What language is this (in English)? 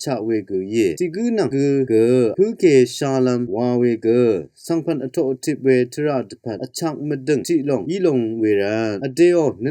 Rawang